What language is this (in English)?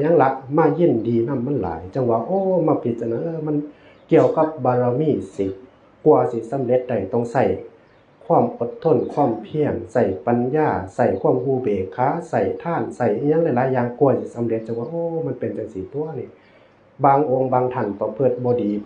Northeastern Thai